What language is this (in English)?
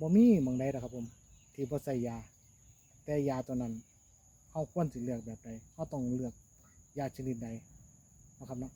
Northeastern Thai